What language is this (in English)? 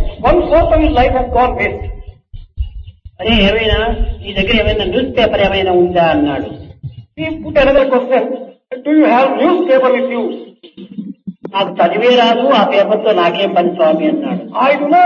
Telugu